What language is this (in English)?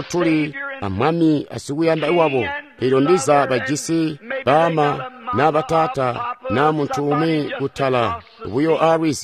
Tonga (Zambia)